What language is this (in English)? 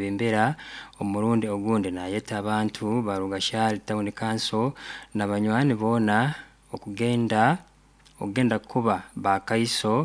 Nyoro